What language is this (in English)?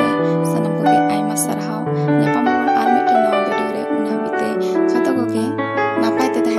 Santali